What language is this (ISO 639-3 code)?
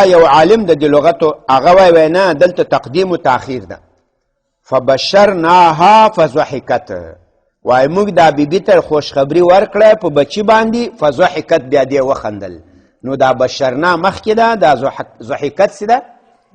pus